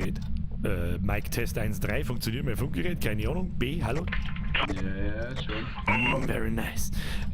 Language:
Bavarian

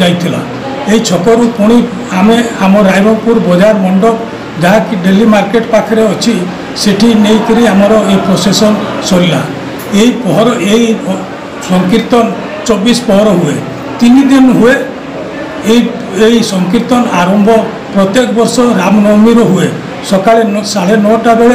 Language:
Odia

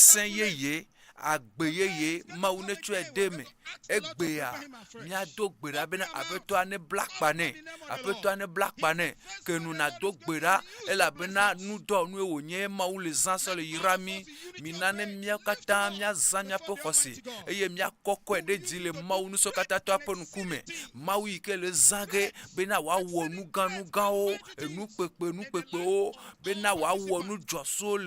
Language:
Ewe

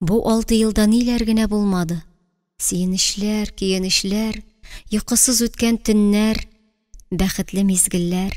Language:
Tatar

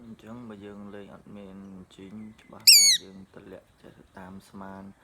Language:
Khmer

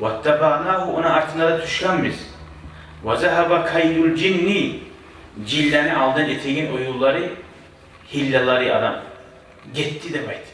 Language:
Kumyk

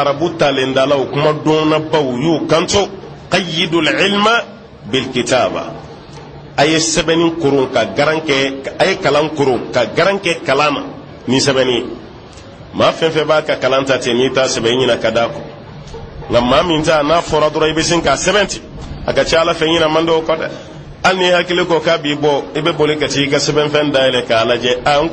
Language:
Bambara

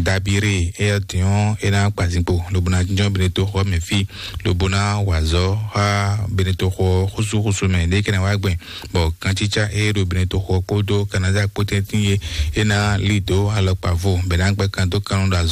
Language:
Fon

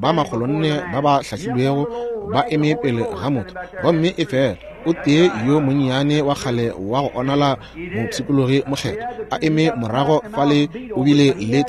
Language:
Northern Sotho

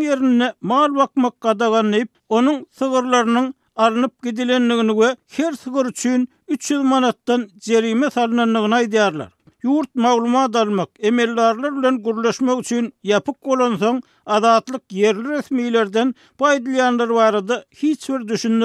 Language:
Turkmen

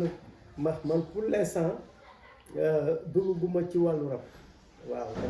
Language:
Wolof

